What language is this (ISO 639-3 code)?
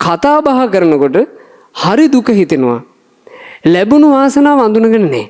sin